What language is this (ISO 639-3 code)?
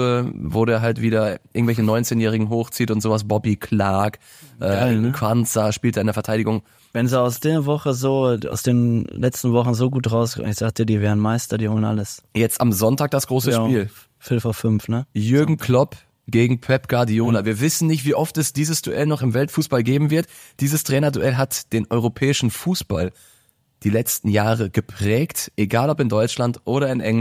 deu